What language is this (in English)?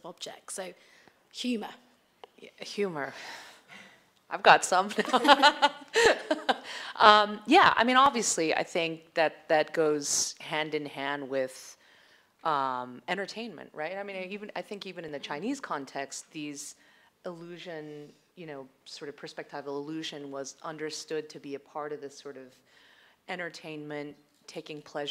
English